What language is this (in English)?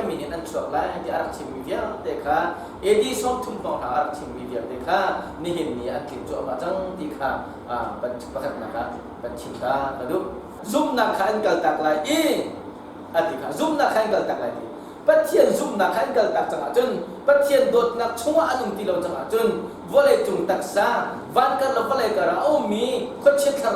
Hakha Chin